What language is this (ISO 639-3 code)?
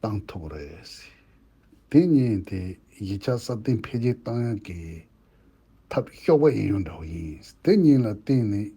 bod